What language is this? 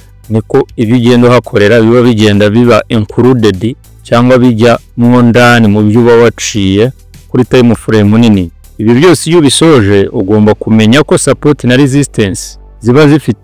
Kinyarwanda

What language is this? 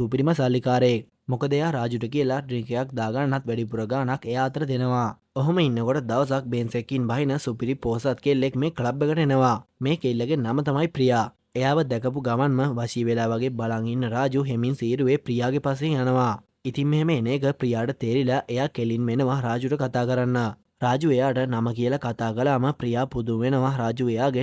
Sinhala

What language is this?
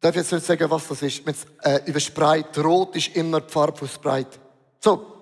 Swiss German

